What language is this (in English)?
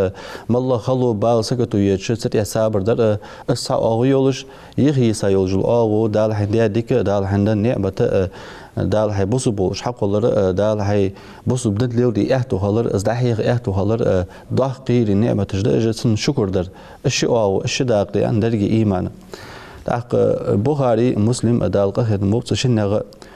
Ingush